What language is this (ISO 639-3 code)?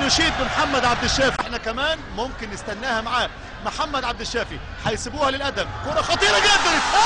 arz